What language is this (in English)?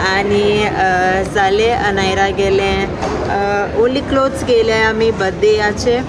Konkani